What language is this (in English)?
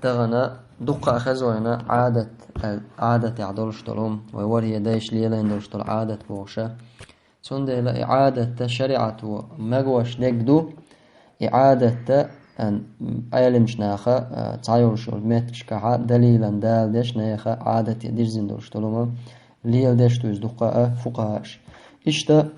Chechen